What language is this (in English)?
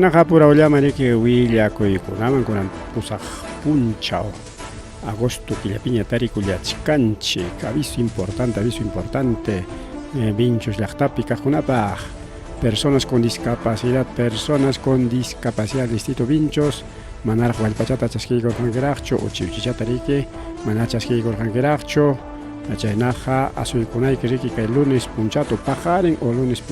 Ayacucho Quechua